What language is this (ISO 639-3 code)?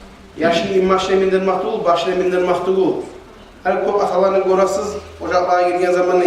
kum